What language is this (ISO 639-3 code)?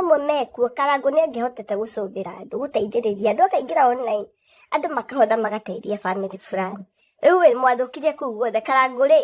kik